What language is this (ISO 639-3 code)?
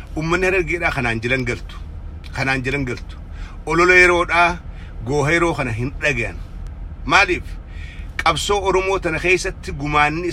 orm